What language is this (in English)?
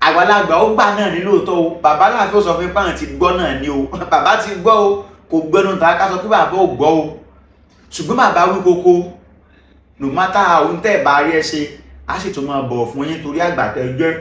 Yoruba